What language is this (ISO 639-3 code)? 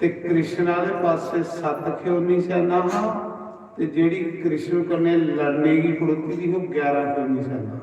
doi